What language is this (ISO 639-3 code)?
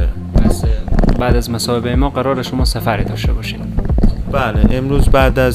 fas